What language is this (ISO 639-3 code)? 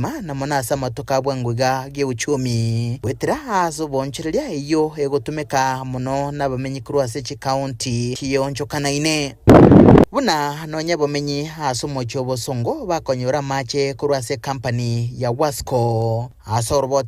guz